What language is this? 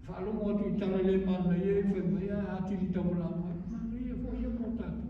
Samoan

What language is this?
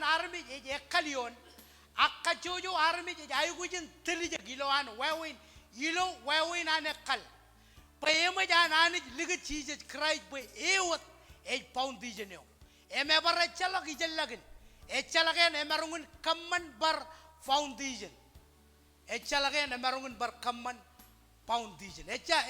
Marshallese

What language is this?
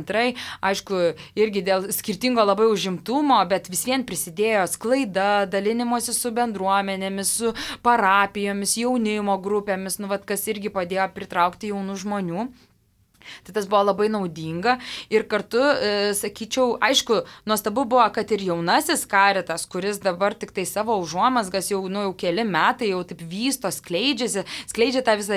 Lithuanian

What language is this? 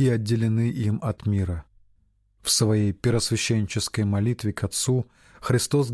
Russian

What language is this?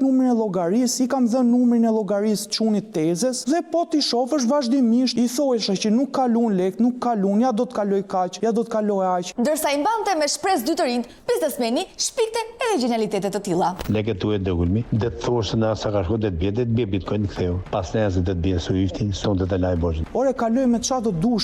Albanian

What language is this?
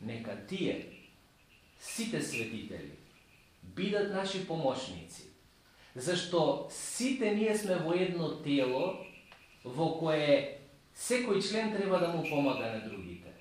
Macedonian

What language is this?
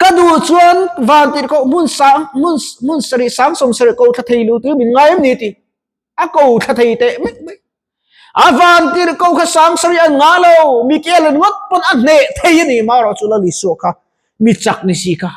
Mizo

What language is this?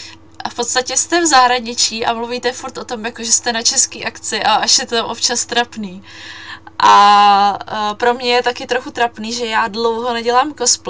Czech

